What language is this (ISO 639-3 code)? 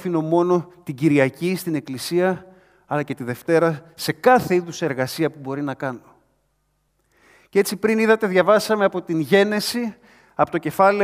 ell